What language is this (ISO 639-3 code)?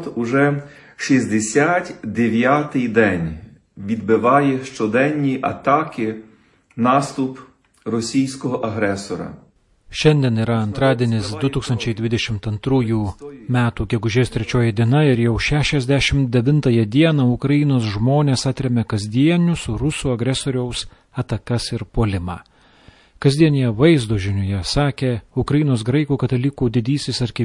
lit